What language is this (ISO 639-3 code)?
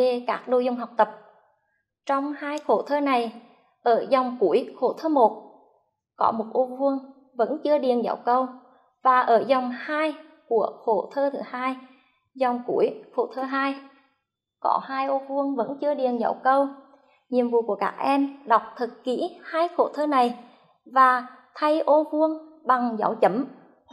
vie